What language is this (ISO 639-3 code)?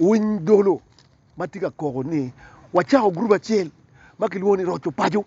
ach